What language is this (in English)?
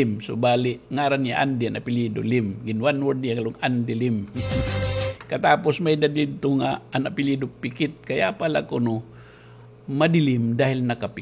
Waray